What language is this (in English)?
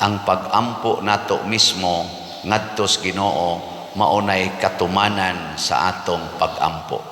Cebuano